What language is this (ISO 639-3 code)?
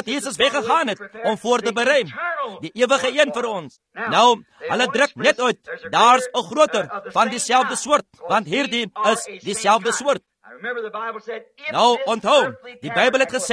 afr